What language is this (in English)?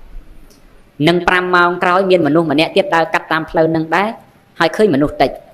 Khmer